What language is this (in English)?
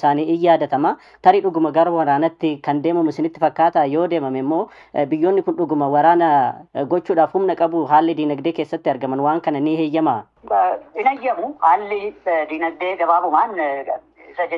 Oromo